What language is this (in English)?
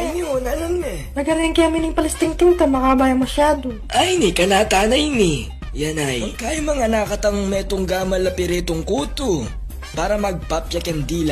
Pampanga